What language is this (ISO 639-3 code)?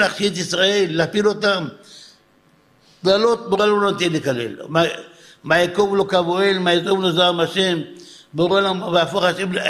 heb